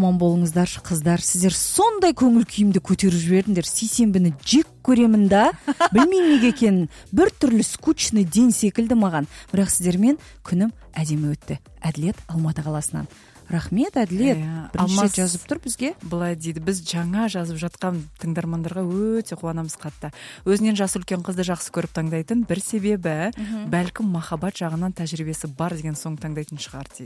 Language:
Kazakh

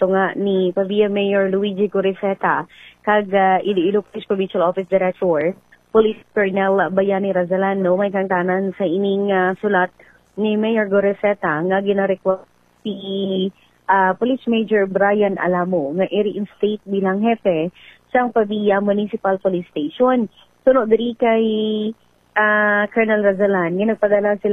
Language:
Hiligaynon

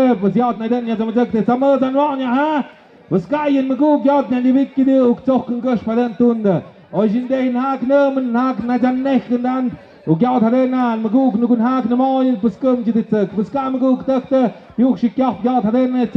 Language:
Tlahuitoltepec Mixe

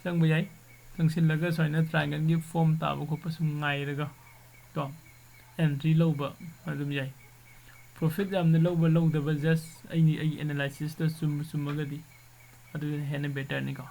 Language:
Manipuri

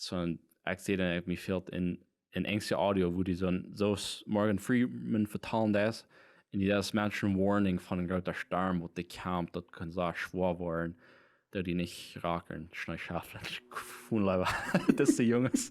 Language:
Plautdietsch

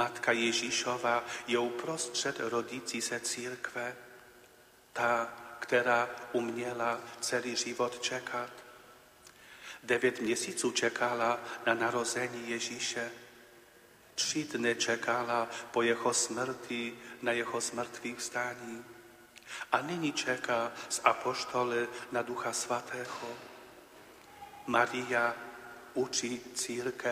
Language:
Czech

